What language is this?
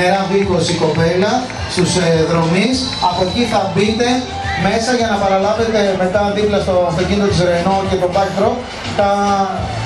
Greek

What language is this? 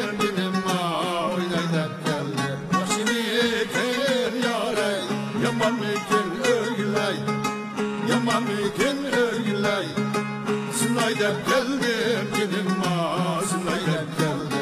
Uyghur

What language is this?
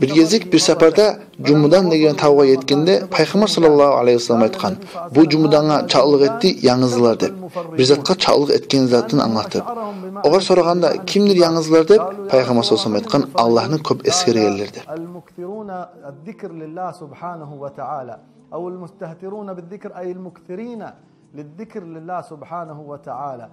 Kumyk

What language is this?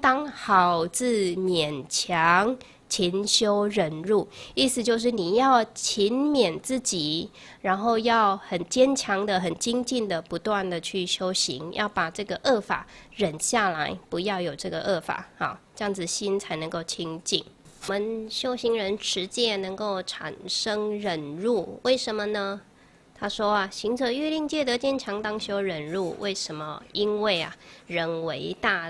Chinese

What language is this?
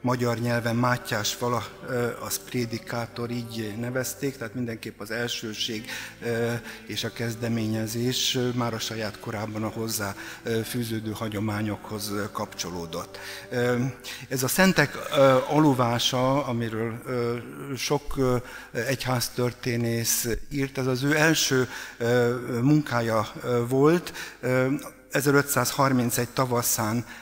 Hungarian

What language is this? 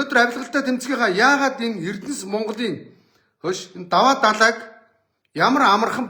Mongolian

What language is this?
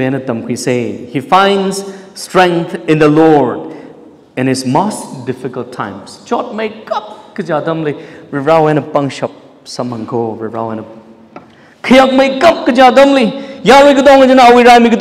Tangkhul Naga (India)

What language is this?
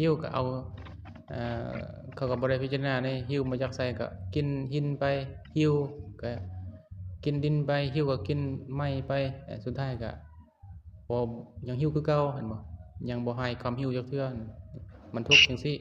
Lao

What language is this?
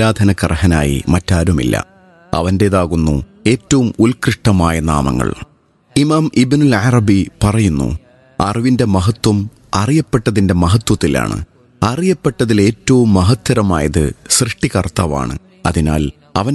Malayalam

